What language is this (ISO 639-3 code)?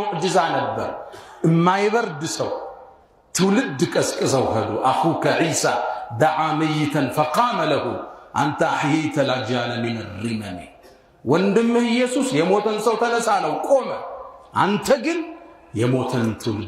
amh